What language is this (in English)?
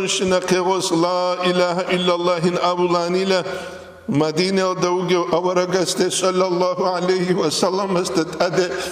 Avaric